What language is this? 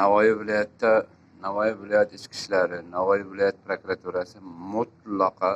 Uzbek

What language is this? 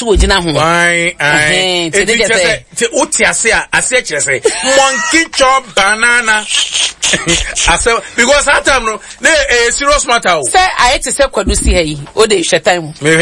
Akan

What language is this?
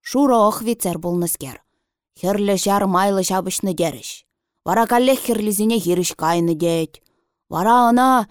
Chuvash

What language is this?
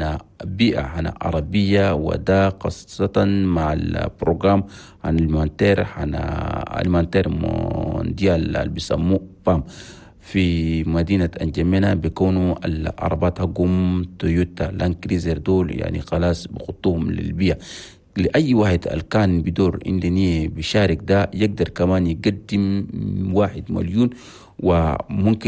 Chadian Arabic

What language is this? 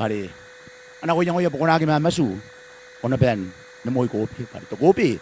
Gilbertese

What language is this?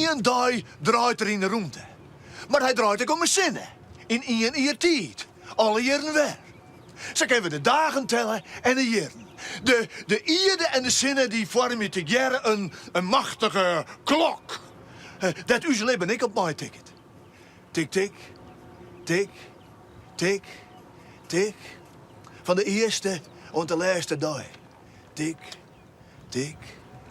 Western Frisian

